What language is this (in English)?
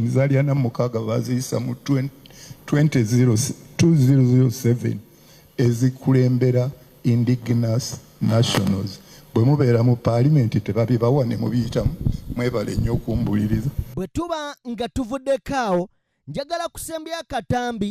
Ganda